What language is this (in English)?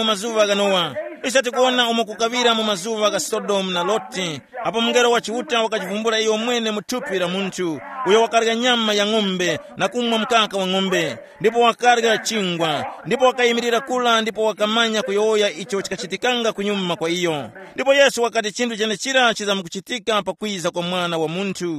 Tumbuka